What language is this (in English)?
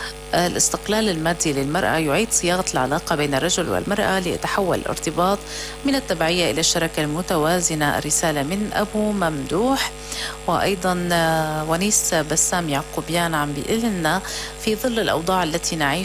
North Levantine Arabic